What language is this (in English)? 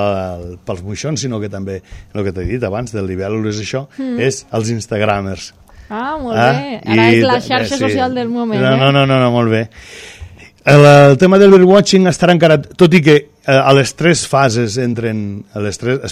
Catalan